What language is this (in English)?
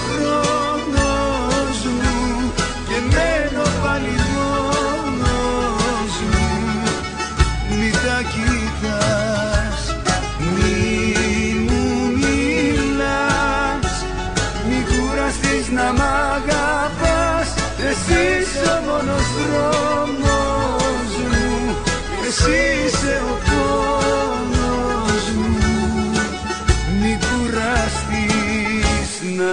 Greek